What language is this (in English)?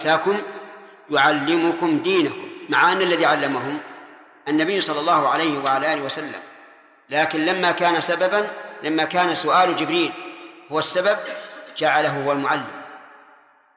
Arabic